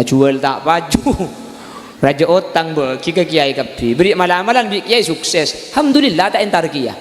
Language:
Madurese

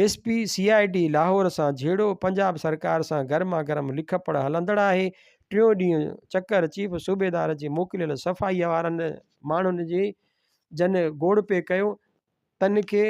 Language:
Sindhi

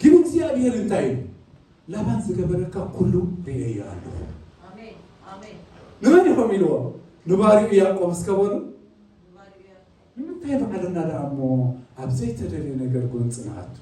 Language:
Tigrinya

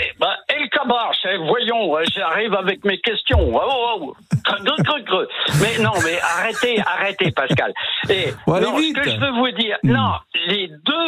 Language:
French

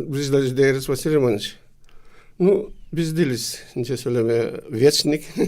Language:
Gagauz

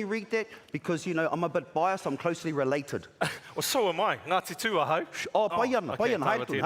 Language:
Māori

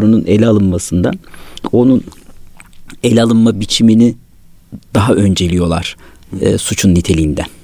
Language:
Turkish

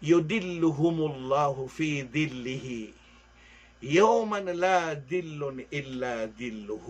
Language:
Maranao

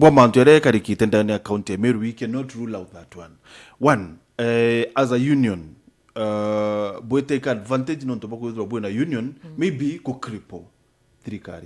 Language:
Meru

